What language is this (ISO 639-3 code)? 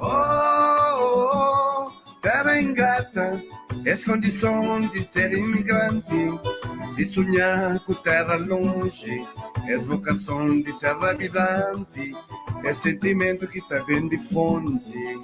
kea